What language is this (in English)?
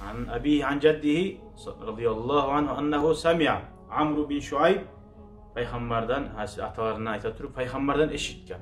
Kumyk